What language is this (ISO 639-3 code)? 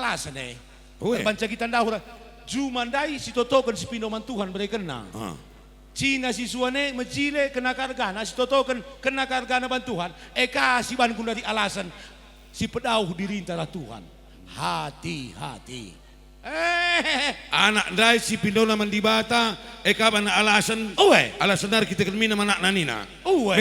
btx